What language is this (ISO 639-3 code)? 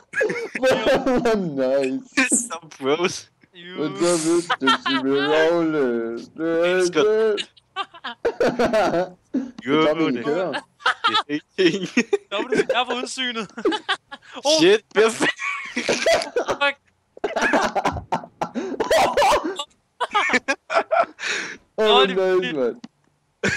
dan